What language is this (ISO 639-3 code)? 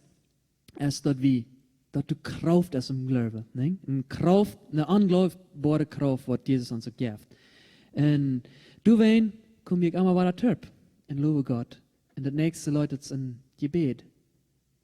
pdt